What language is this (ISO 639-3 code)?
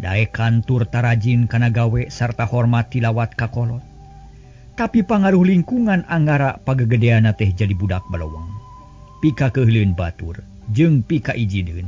sun